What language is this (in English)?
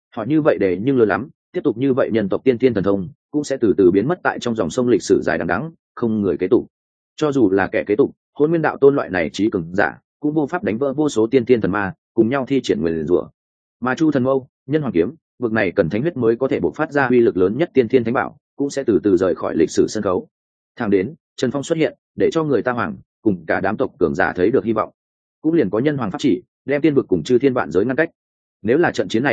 Vietnamese